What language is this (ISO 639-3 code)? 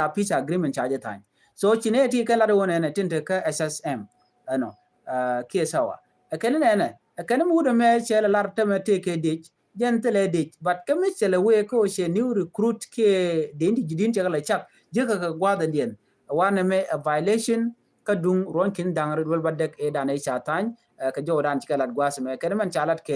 nus